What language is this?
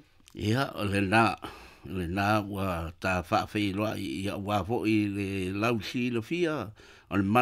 Samoan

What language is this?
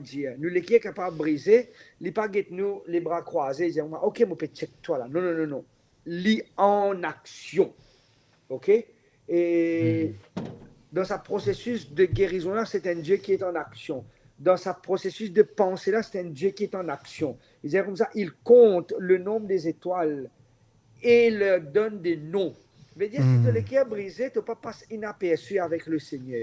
Morisyen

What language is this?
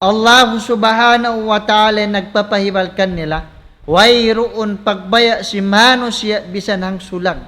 Tausug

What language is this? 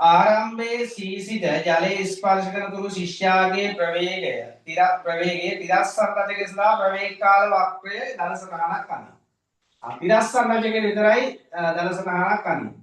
Sinhala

